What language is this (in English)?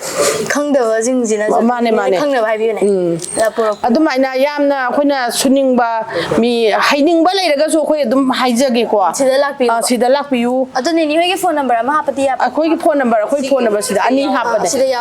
Manipuri